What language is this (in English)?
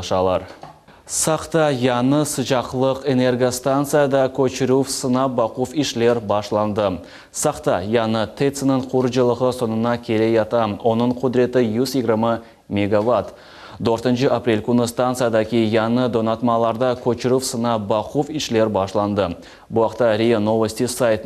Crimean Tatar